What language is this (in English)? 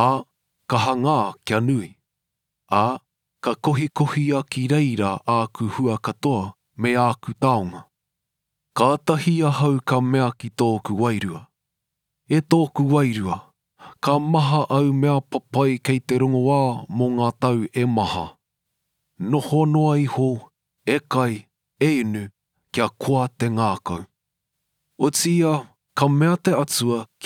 Māori